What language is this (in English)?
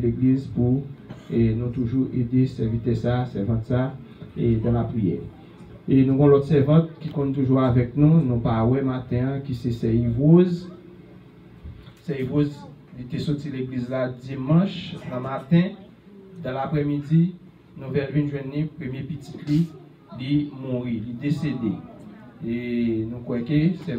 French